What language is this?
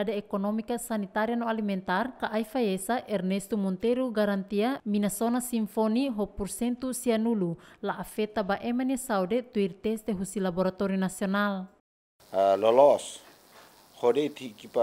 Tetum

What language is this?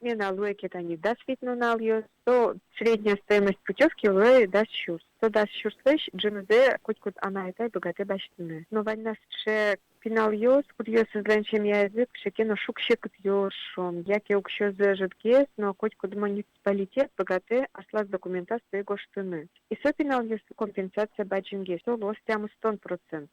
Udmurt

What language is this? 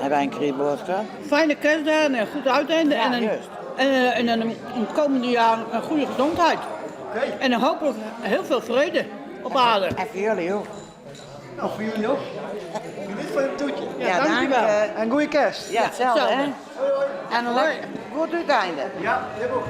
Western Frisian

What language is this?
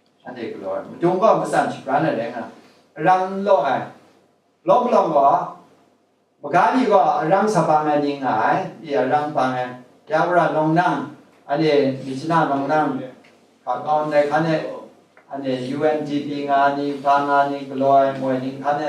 Kachin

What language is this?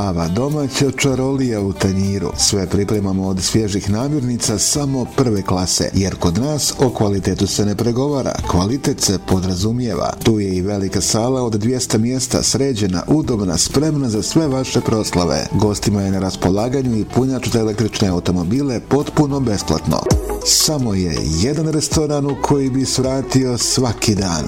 Bosnian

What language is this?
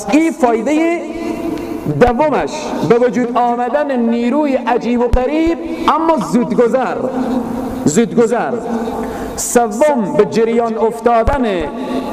Persian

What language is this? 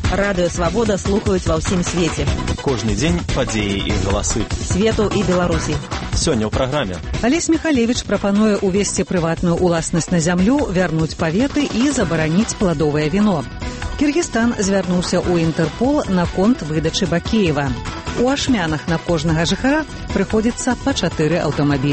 Belarusian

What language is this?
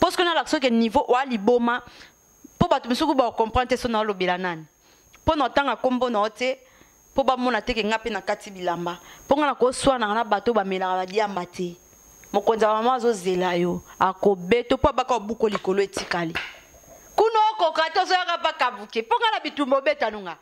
Lingala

